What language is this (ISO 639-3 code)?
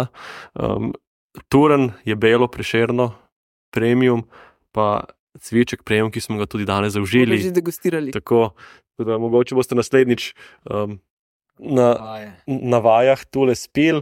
slv